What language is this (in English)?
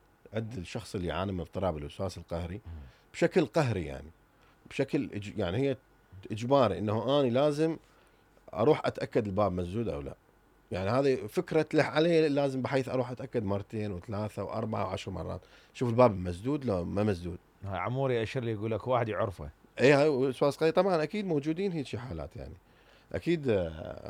Mesopotamian Arabic